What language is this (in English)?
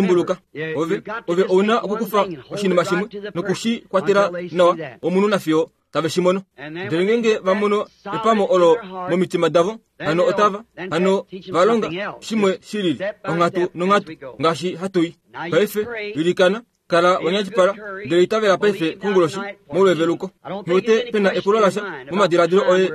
Kuanyama